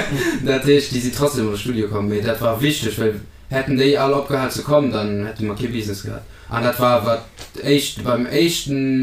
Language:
Luxembourgish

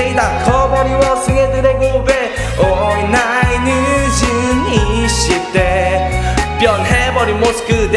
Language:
Korean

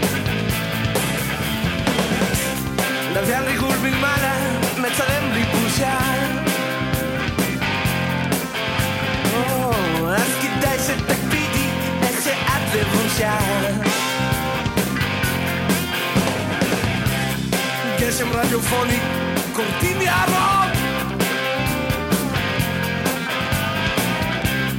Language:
Hebrew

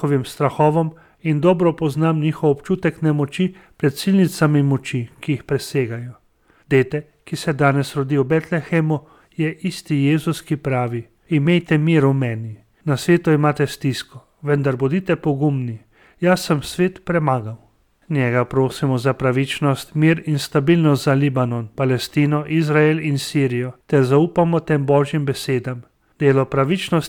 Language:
Slovenian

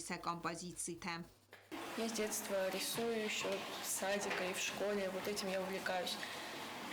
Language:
Ossetic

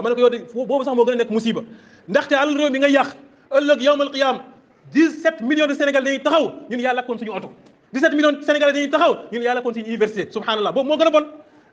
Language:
Wolof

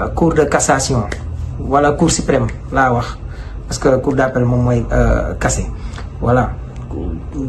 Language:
Wolof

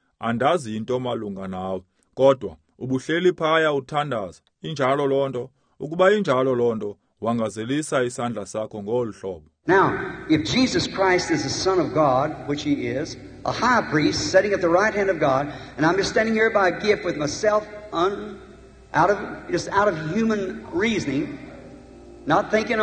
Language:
Xhosa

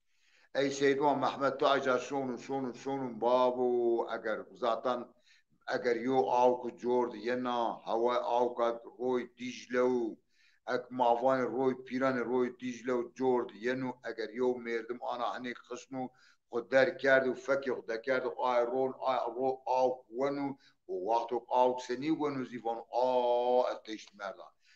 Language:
Zaza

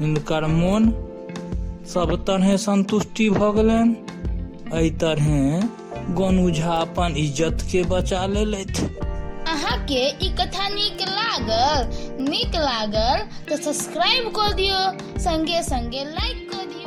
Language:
Maithili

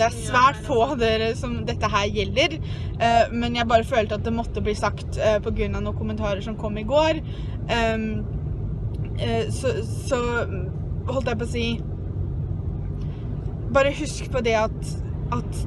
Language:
Norwegian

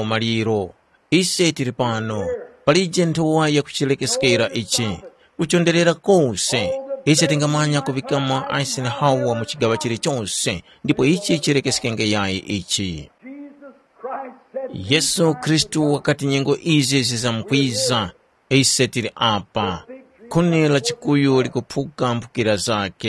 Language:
Tumbuka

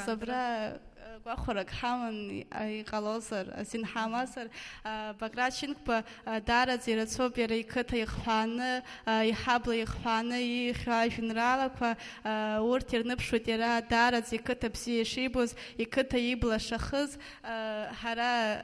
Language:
Abkhazian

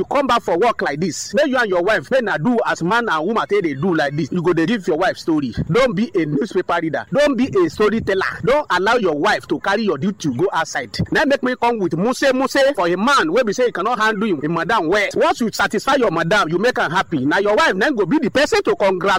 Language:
Nigerian Pidgin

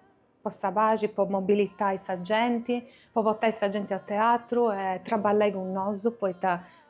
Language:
Sardinian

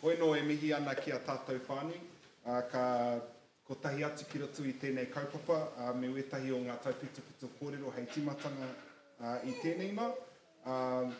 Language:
Māori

